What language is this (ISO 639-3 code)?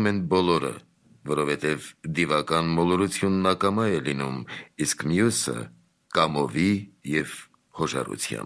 hye